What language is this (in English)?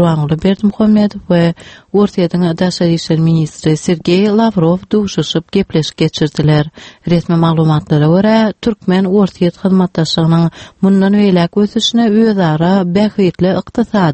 Turkmen